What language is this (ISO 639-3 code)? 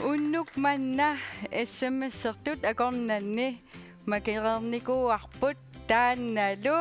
kal